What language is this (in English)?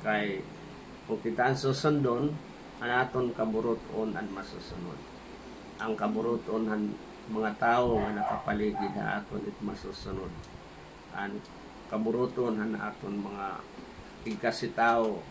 Waray